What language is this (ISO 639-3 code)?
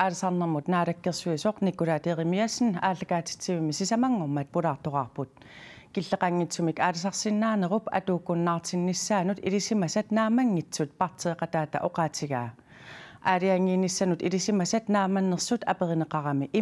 kal